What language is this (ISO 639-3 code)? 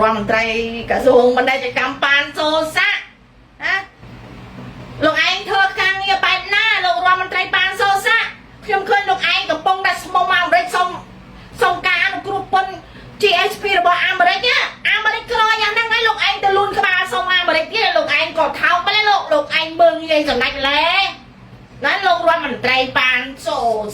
khm